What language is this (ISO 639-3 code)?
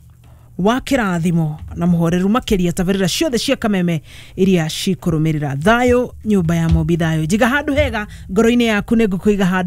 kik